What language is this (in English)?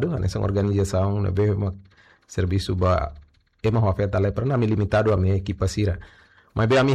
Tetum